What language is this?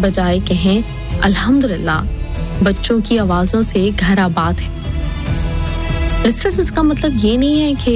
Urdu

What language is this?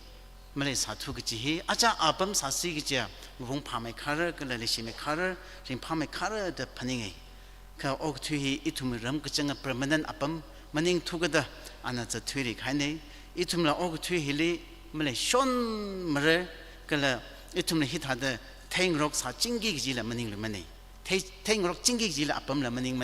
Tangkhul Naga (India)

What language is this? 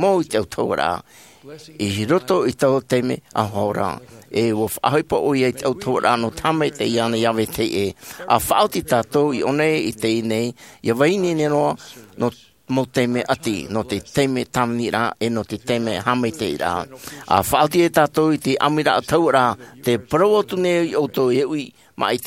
Tahitian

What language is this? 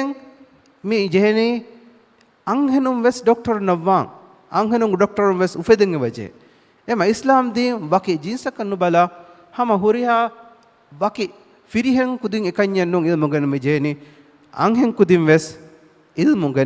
Divehi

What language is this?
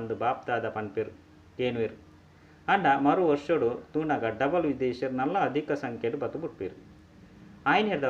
Tulu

